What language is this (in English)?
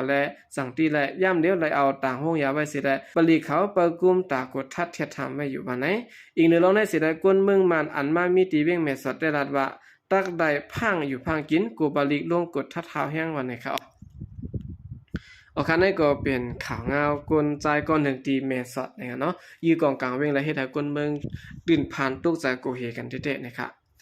Shan